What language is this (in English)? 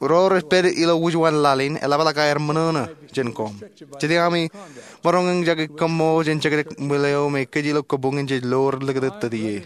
Marshallese